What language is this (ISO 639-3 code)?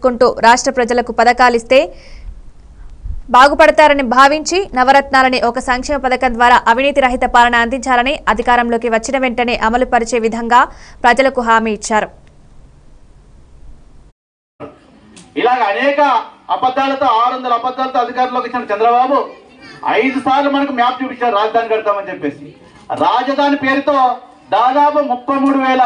tel